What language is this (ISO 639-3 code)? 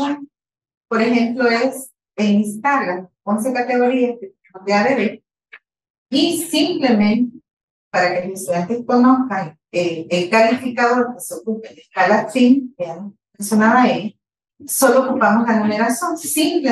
spa